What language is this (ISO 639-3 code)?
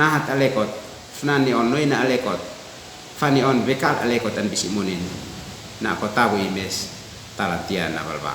aoz